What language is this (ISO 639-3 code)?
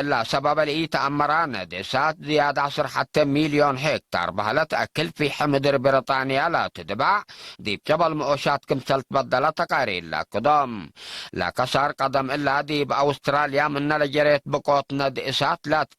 tig